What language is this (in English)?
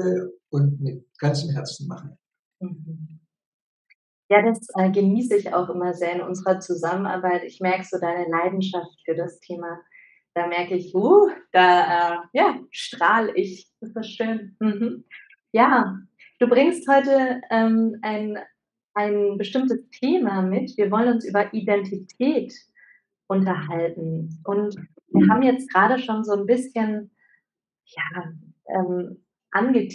German